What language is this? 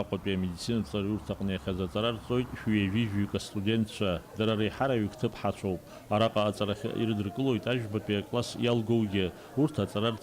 Abkhazian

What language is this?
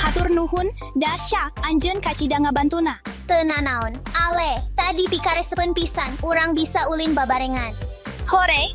Sundanese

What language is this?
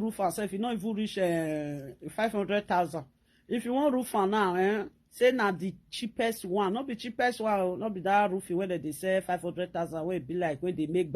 Nigerian Pidgin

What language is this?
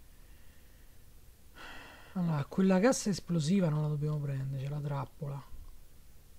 Italian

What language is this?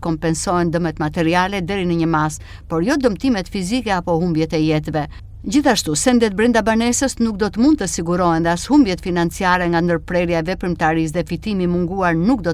Albanian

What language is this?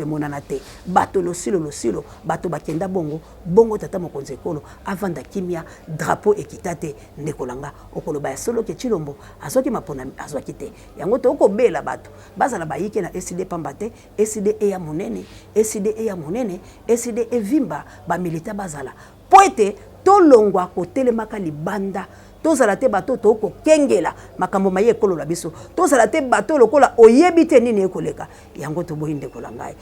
Lingala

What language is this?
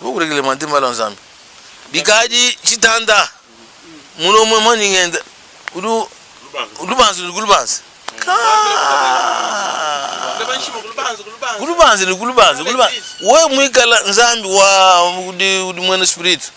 Luba-Lulua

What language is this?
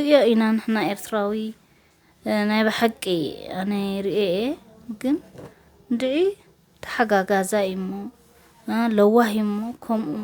Tigrinya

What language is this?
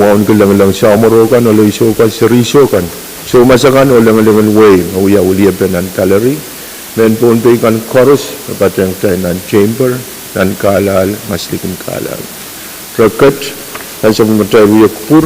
Pohnpeian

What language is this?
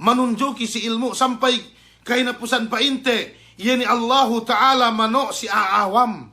Yakan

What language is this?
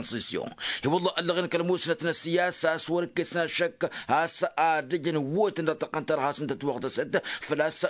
Tamasheq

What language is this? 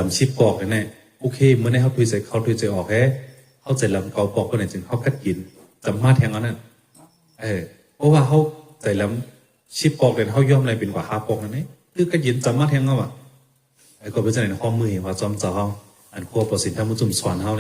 Shan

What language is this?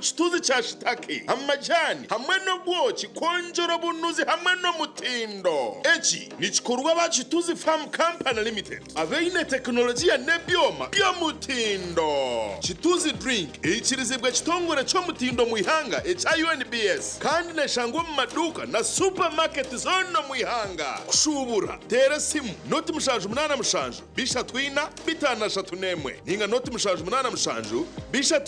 Nyankole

